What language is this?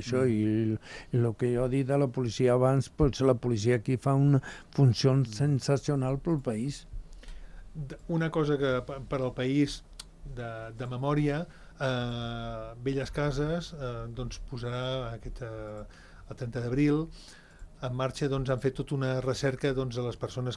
Catalan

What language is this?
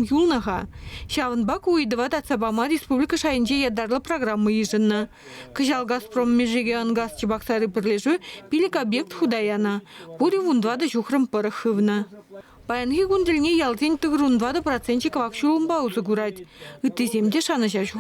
Chuvash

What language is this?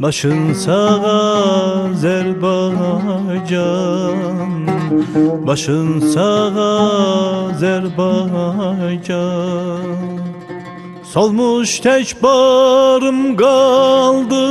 South Azerbaijani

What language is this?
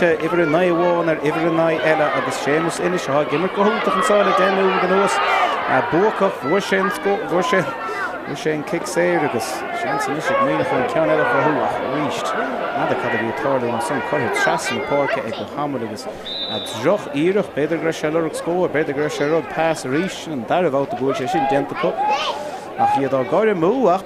Irish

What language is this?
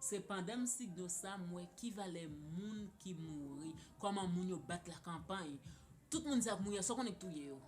Haitian Creole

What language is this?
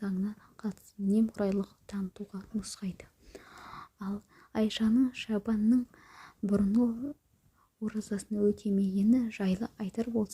Kazakh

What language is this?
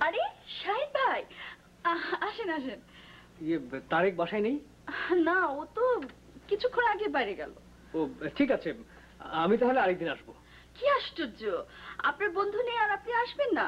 Bangla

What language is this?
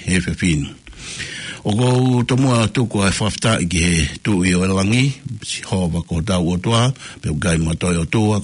Tongan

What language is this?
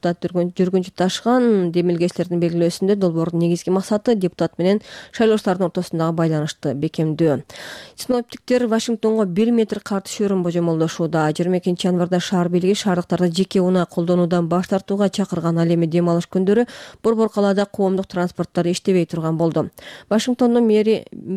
Kyrgyz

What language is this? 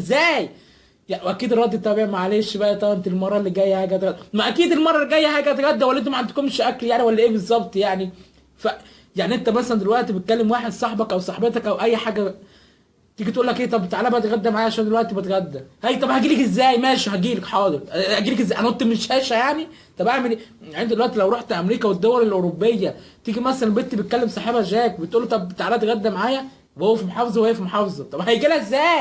Egyptian Arabic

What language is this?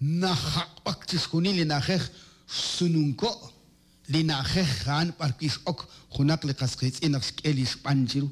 Kekchí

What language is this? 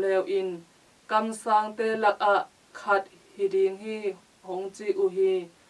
Tedim Chin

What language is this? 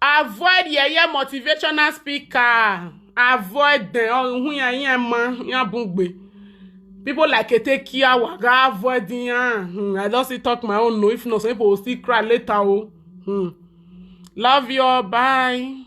Nigerian Pidgin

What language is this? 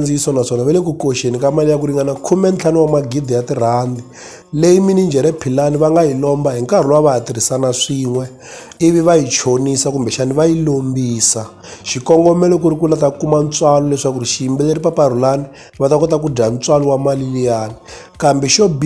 Tsonga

